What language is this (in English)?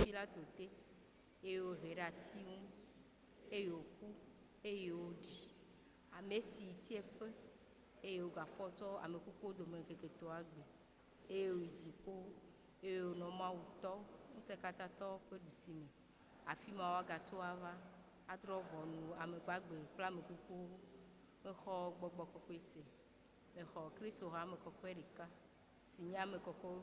Ewe